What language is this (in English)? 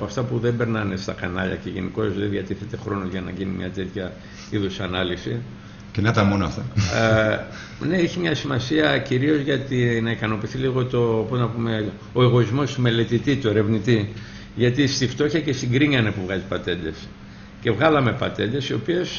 Greek